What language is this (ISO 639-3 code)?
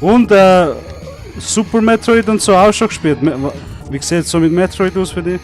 gsw